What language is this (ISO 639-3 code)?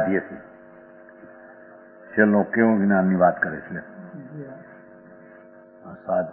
guj